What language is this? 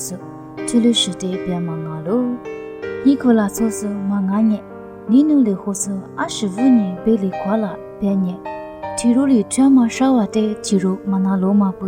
Lisu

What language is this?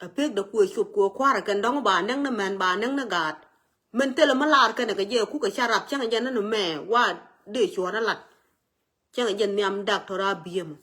Nuer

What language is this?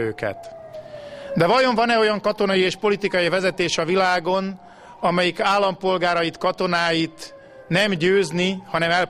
Hungarian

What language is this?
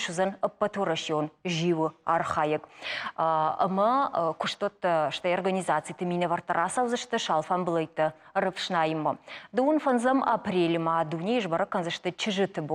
Ossetic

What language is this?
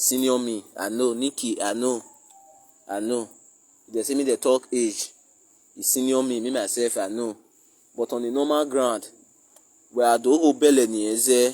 Nigerian Pidgin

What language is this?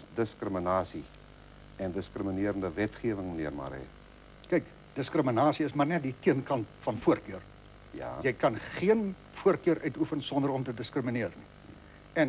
Afrikaans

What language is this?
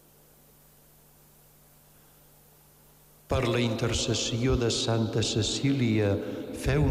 Catalan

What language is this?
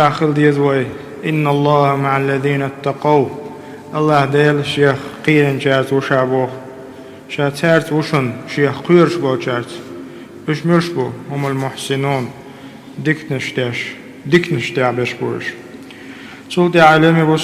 Chechen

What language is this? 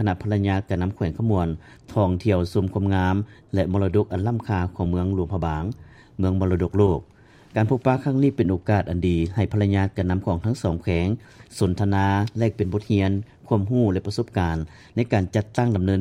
Lao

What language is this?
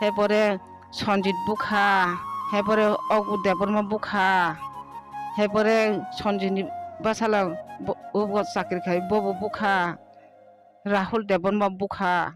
Kok Borok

